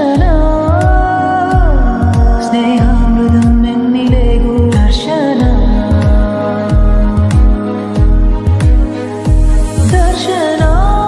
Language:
Malayalam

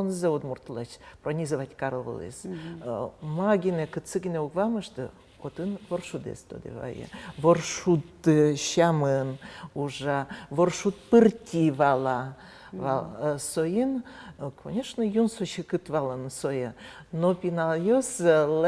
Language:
Udmurt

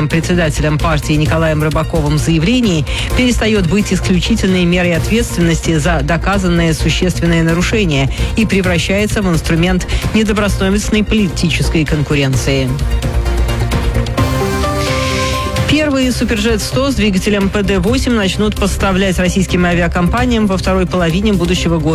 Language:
Russian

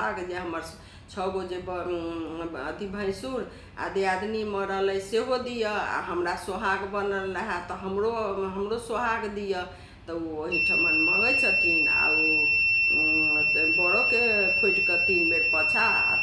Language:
Maithili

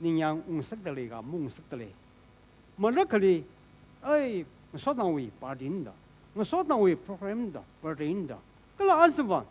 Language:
Tangkhul Naga (India)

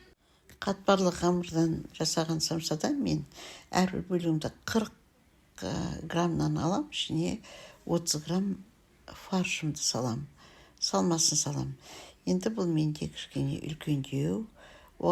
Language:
Kazakh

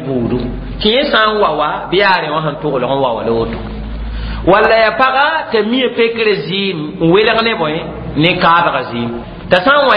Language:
Mossi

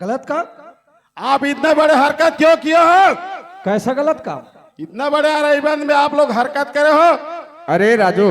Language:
Chhattisgarhi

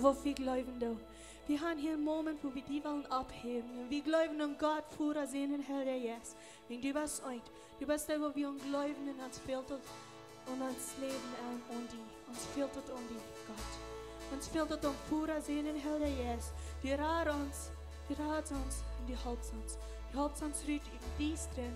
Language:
Plautdietsch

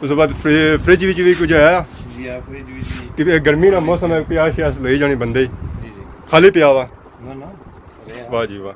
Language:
Pahari-Potwari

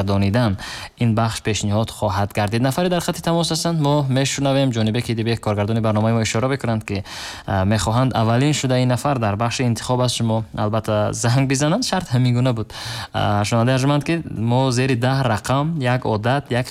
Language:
Tajik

